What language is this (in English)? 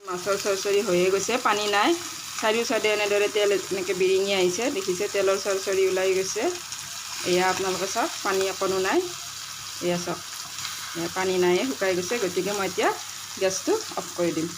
Assamese